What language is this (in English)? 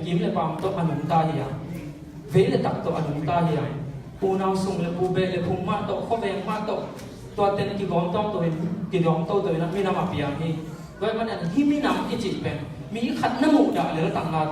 Tedim Chin